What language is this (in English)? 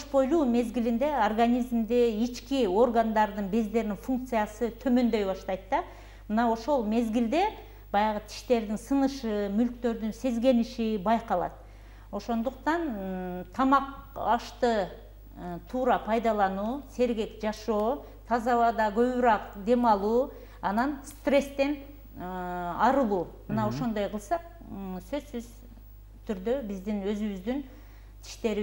Kyrgyz